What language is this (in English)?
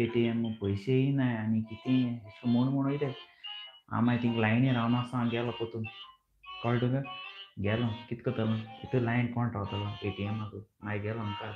Konkani